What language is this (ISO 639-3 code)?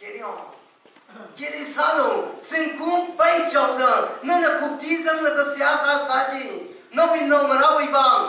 nmf